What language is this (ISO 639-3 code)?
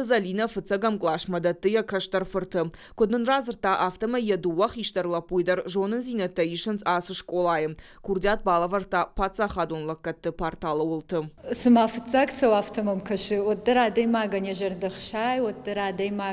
oss